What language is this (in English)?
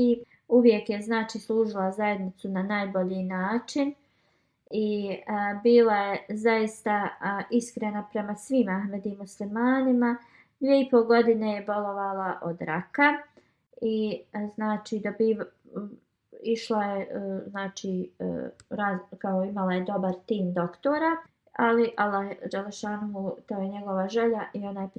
Bosnian